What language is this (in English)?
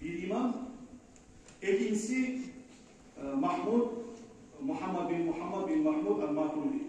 Kumyk